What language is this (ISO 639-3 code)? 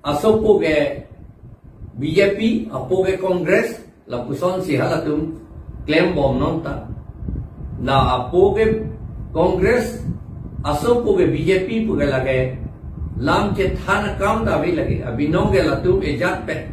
mjw